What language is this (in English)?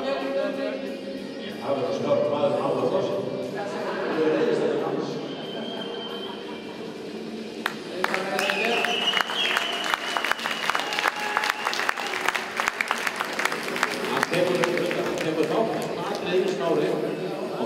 Icelandic